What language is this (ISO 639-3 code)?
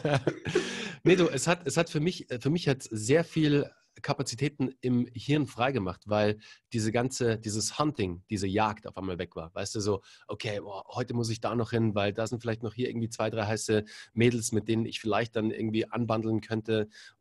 deu